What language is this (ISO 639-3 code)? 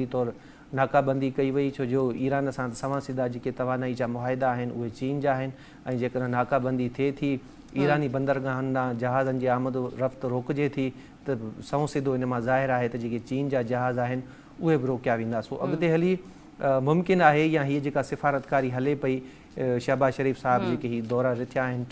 snd